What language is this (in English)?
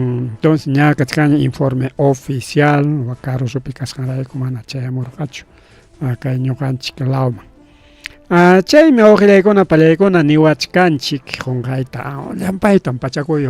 Ayacucho Quechua